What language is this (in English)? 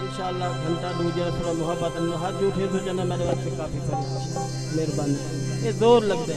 Saraiki